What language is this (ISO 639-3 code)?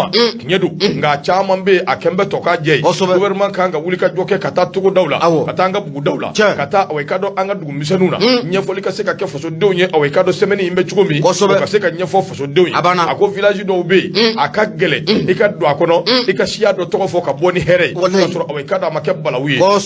bam